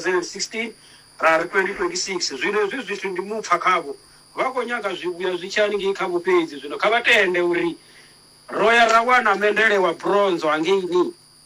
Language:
Venda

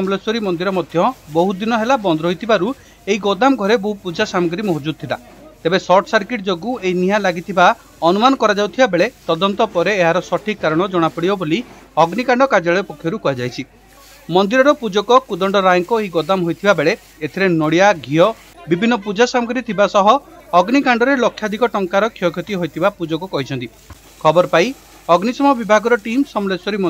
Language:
Odia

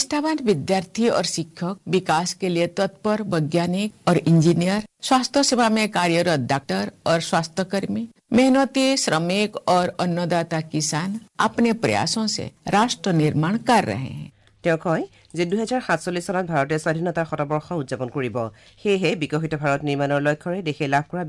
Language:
Assamese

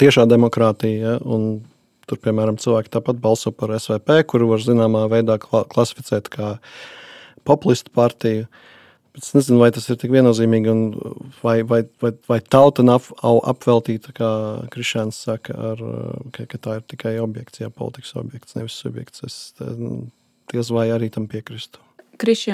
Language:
Latvian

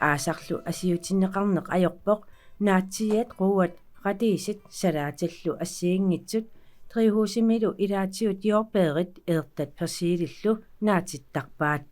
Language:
Kalaallisut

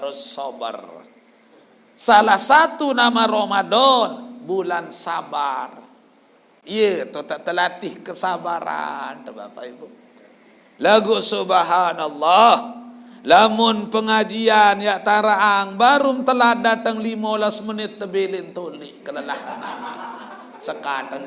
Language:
Sasak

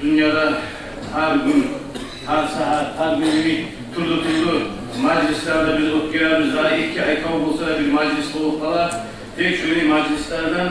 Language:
Kumyk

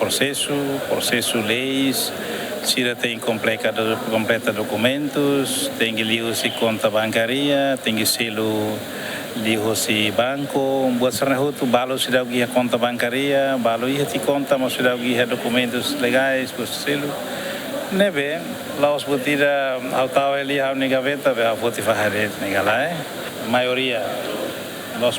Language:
Tetum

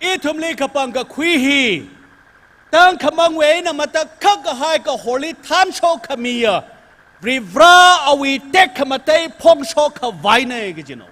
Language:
Tangkhul Naga (India)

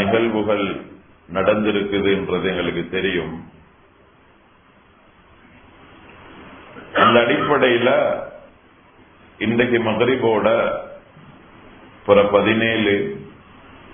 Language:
Tamil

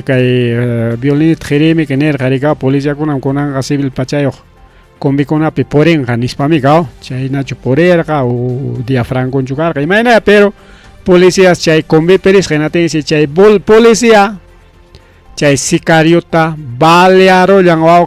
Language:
Ayacucho Quechua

